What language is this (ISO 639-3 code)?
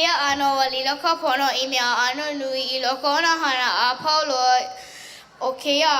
haw